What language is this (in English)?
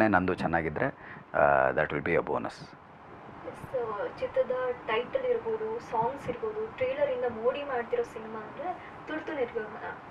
Kannada